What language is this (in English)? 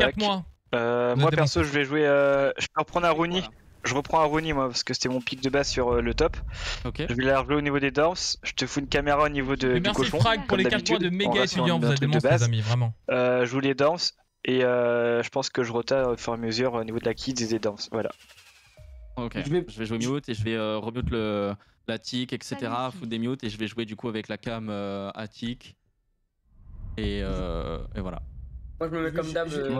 French